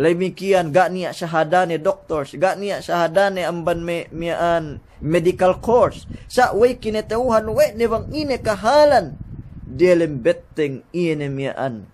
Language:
Yakan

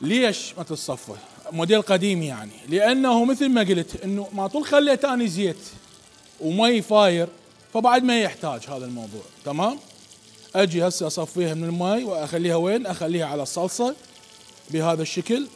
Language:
Mesopotamian Arabic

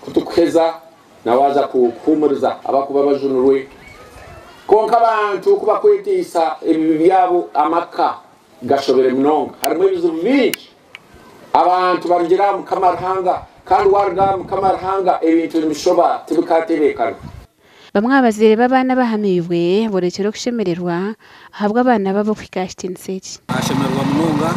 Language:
Nyankole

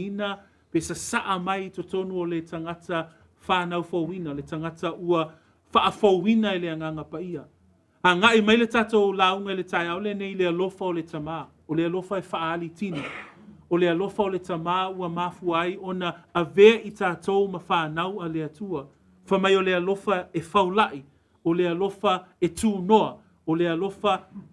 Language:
Samoan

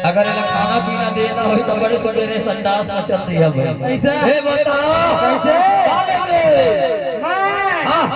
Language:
Chhattisgarhi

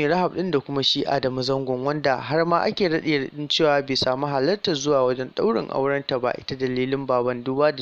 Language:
Hausa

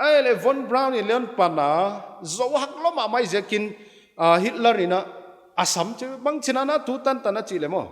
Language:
Paite Chin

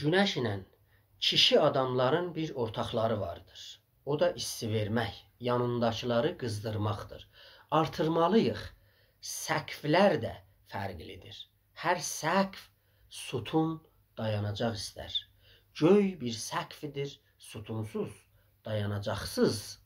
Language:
South Azerbaijani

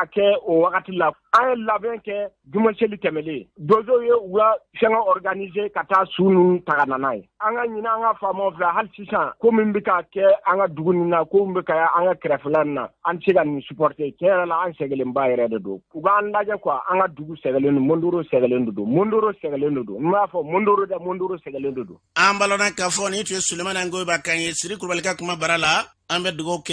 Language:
Bambara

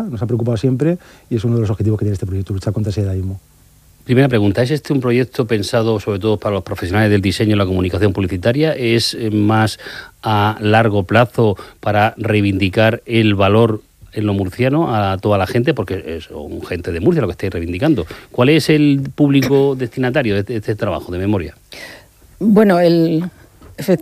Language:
Spanish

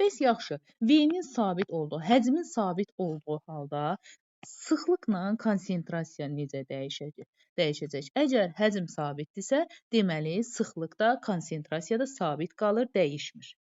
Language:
Azerbaijani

